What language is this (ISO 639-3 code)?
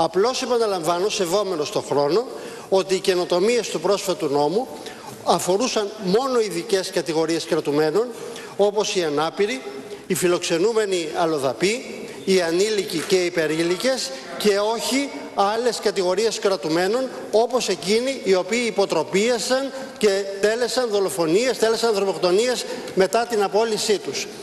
ell